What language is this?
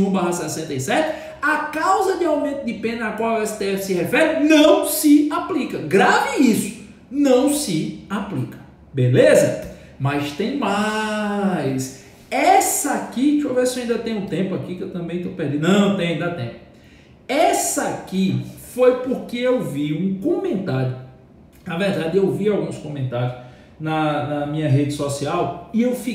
Portuguese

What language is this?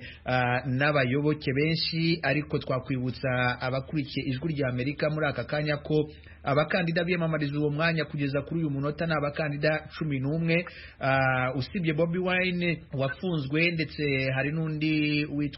Kinyarwanda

